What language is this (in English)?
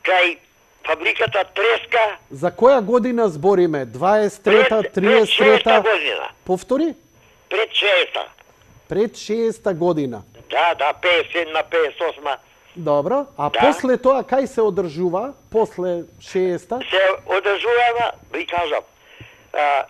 Macedonian